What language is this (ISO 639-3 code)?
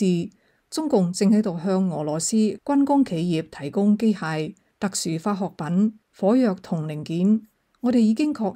yue